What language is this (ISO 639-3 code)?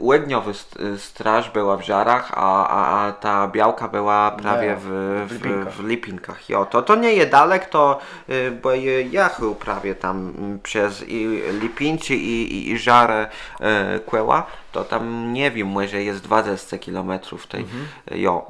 csb